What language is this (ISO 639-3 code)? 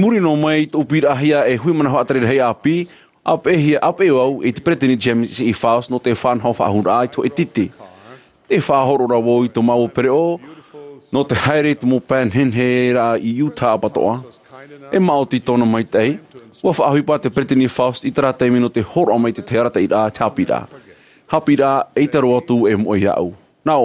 tah